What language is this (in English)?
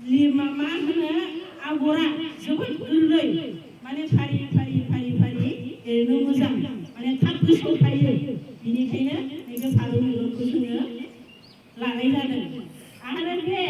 Bodo